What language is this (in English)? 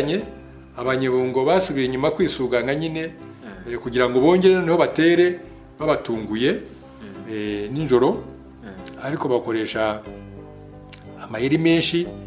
Kinyarwanda